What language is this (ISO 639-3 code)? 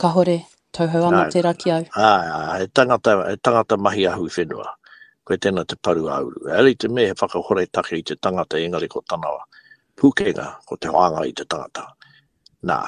mri